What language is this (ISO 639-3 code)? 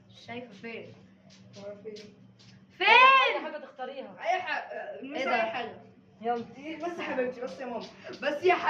arz